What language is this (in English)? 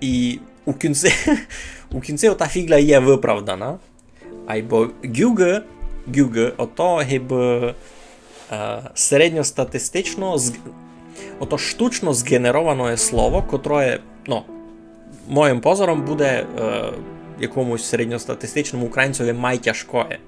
Rusyn